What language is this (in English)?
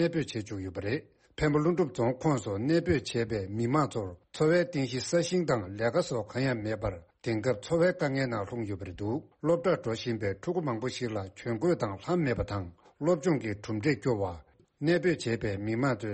Tibetan